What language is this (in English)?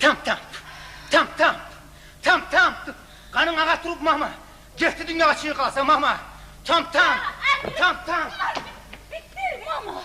Kumyk